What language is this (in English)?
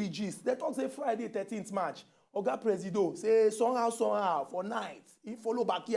Nigerian Pidgin